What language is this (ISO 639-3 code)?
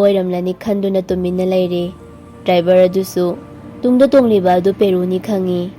mni